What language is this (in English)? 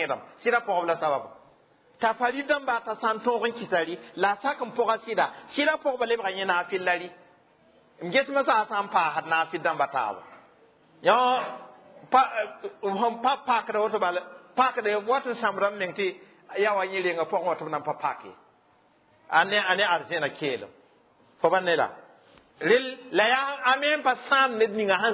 Mossi